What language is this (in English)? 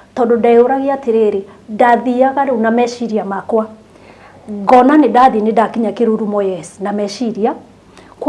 Kikuyu